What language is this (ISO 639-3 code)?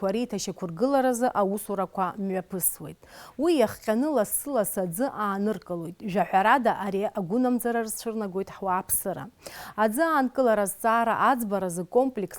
abk